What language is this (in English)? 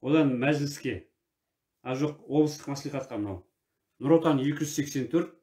Kazakh